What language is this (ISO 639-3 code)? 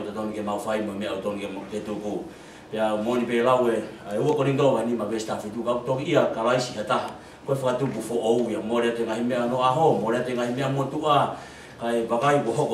ton